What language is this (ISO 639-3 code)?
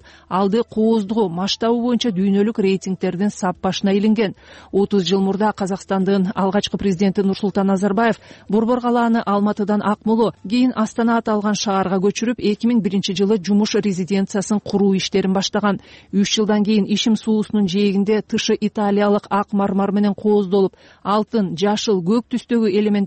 kir